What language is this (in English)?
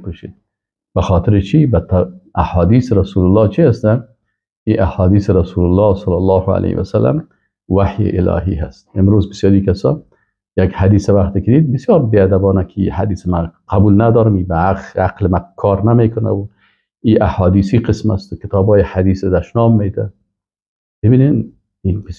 Persian